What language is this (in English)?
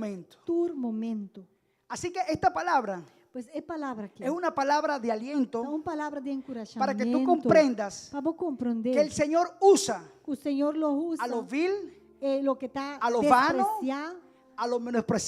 Papiamento